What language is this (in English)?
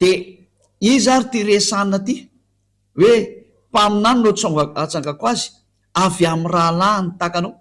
Malagasy